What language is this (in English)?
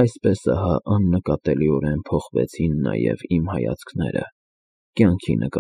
Armenian